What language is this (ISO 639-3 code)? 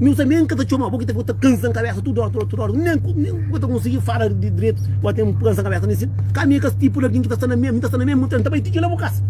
kea